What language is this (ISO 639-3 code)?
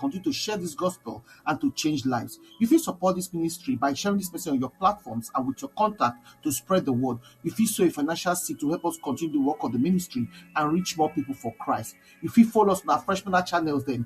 pcm